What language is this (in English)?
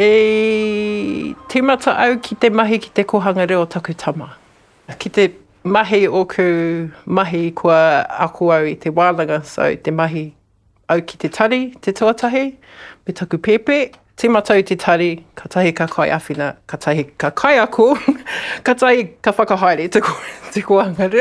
Māori